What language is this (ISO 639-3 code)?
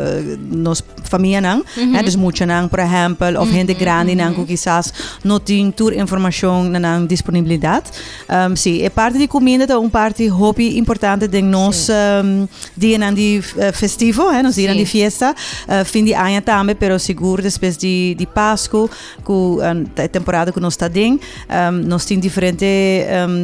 pap